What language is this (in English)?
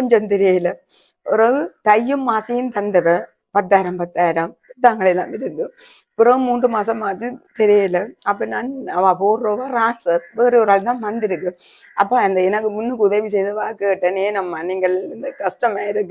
Tamil